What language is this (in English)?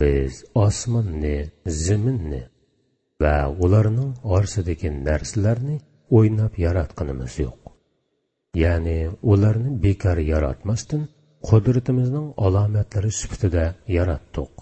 Uyghur